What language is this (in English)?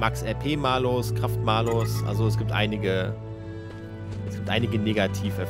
German